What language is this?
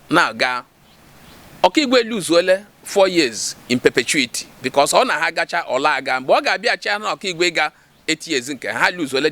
Igbo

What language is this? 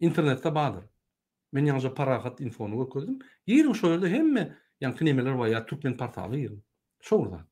Turkmen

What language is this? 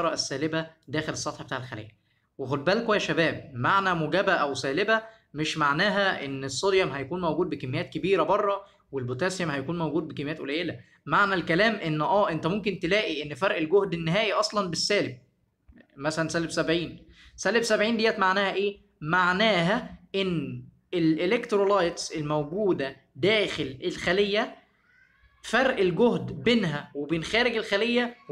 Egyptian Arabic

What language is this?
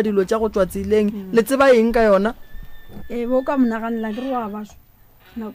Northern Sotho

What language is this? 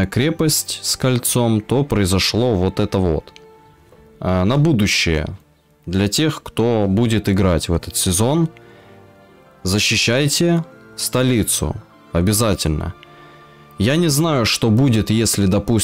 Russian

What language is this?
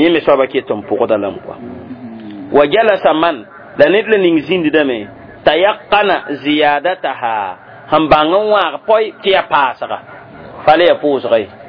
Mossi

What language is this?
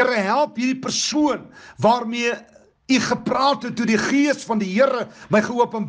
Afrikaans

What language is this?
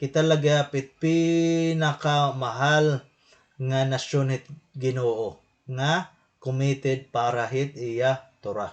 Waray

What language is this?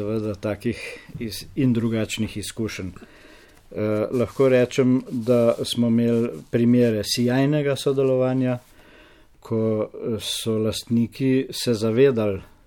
Slovenian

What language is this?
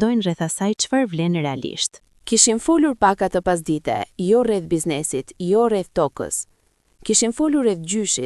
Albanian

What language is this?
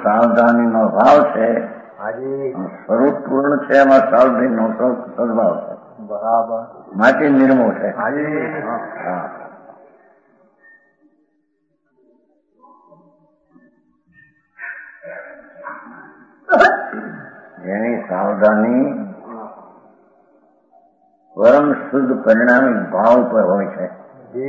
Gujarati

